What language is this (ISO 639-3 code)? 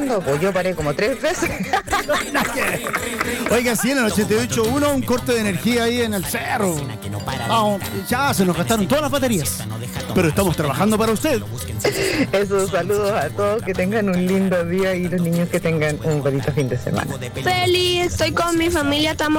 spa